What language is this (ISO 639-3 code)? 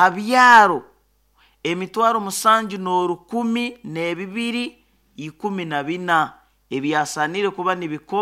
nyo